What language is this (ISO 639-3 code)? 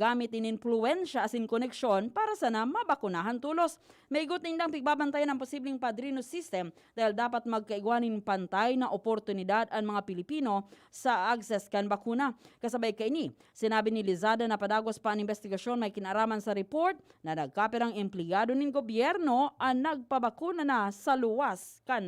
bik